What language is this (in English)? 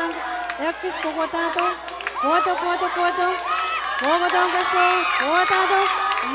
Pohnpeian